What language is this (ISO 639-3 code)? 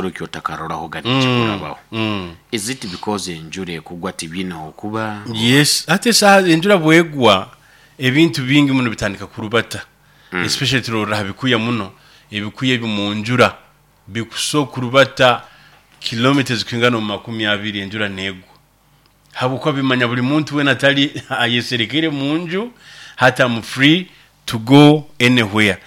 nyo